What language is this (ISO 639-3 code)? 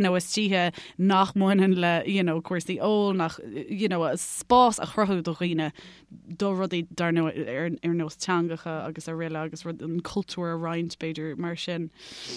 gle